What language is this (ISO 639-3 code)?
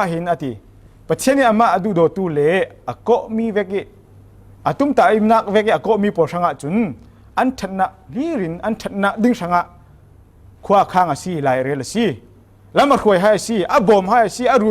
cfm